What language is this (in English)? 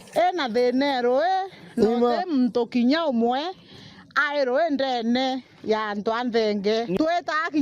Meru